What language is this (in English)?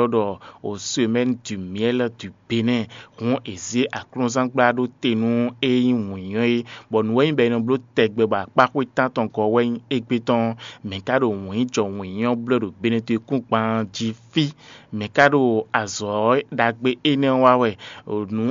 Fon